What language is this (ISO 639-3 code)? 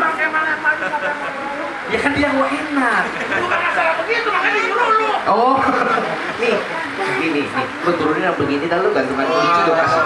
bew